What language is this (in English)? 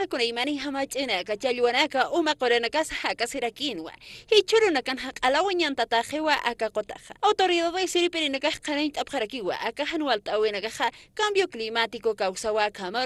Aymara